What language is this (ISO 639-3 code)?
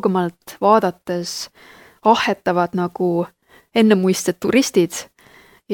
est